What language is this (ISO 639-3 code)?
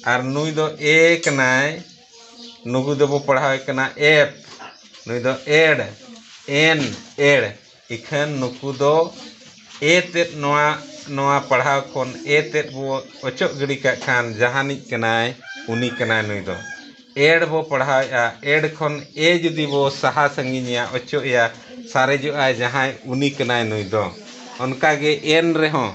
sat